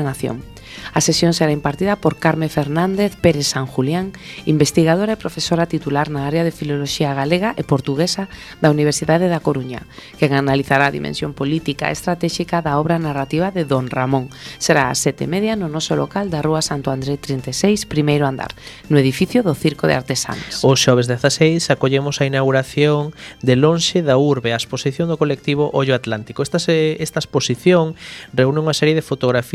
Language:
Galician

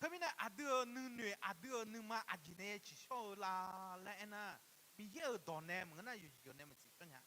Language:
Akha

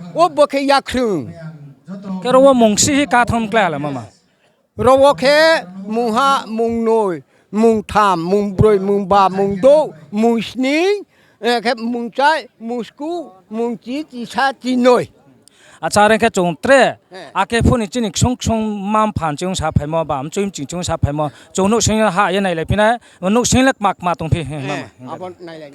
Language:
Riang (India)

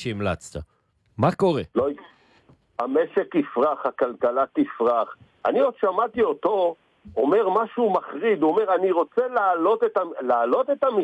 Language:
Hebrew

